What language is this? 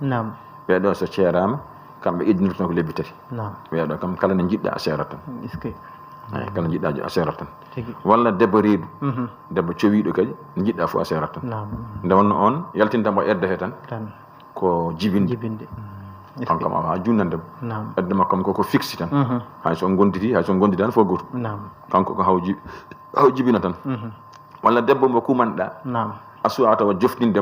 Fula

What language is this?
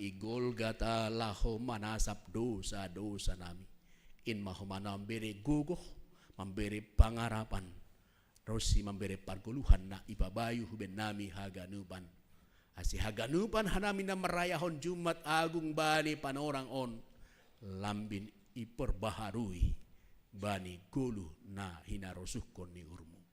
Batak Simalungun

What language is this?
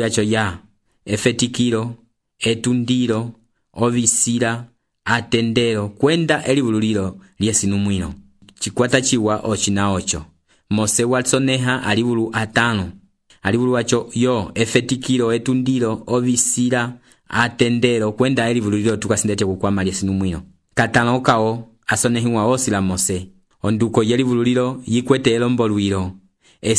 Umbundu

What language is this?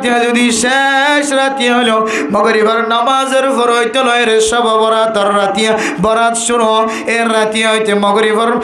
Rohingya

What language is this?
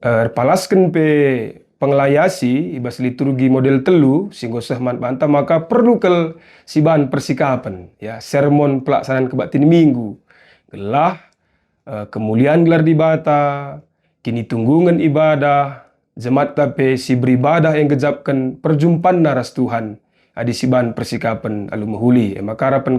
Batak Karo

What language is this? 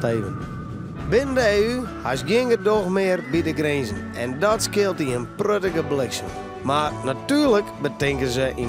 Western Frisian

